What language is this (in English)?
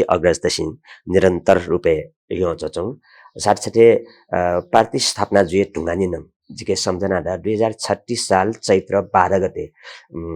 Newari